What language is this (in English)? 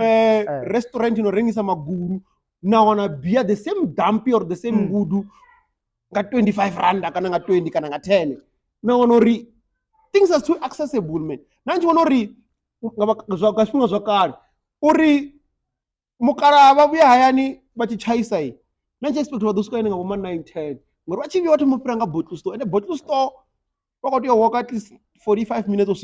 Venda